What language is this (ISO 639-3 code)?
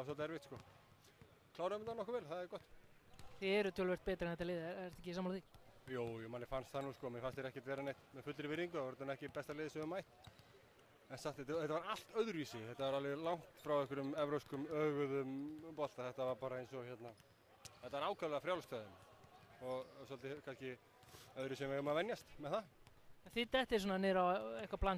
isl